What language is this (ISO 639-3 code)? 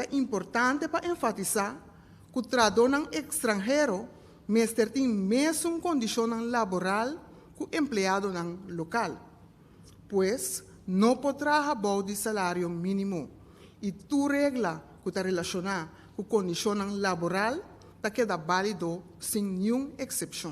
pap